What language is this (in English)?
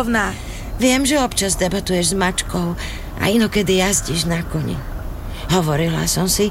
Slovak